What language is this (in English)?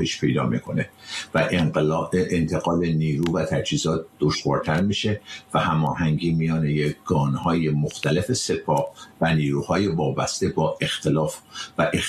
Persian